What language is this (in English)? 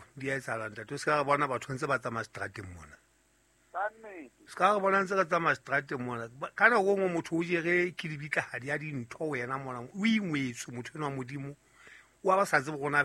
Southern Sotho